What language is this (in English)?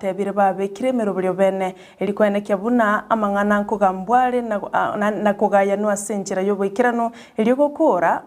Gusii